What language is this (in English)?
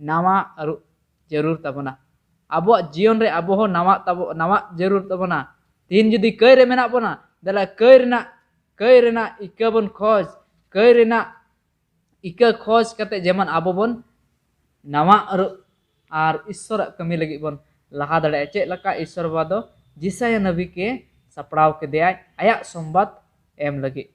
Santali